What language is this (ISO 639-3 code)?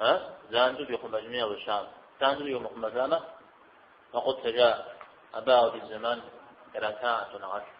kbd